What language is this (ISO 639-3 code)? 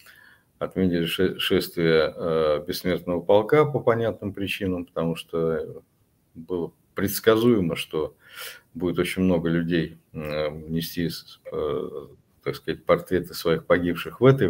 rus